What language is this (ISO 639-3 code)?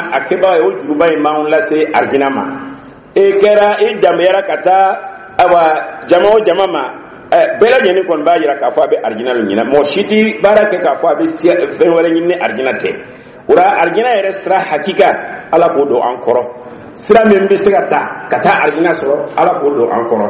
dyu